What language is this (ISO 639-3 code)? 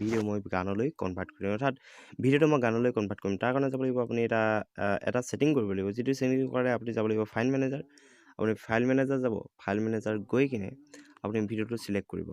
asm